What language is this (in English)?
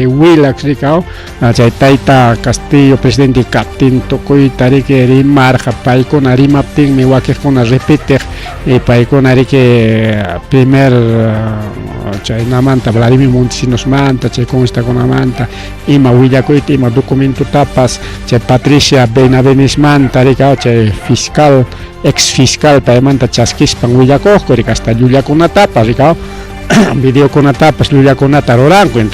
Ayacucho Quechua